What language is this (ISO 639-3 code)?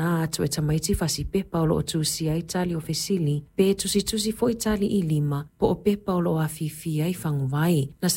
smo